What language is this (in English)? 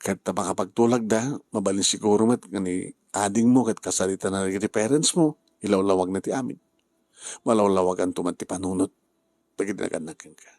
Iloko